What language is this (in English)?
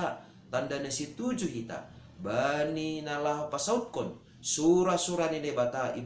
Batak Simalungun